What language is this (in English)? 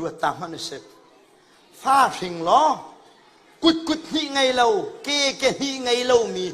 Hakha Chin